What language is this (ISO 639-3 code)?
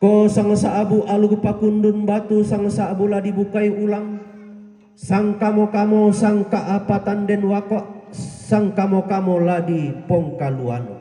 sda